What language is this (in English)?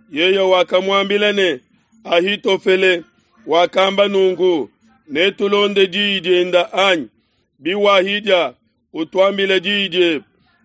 Luba-Lulua